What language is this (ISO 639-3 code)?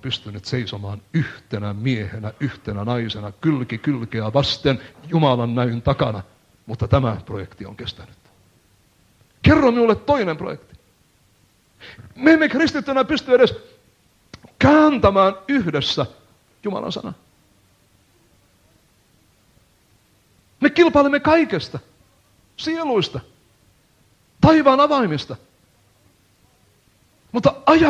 fin